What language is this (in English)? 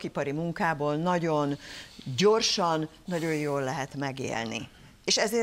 Hungarian